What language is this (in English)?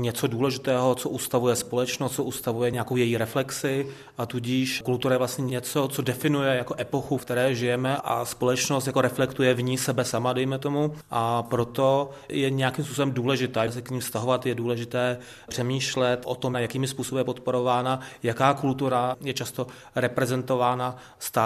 Czech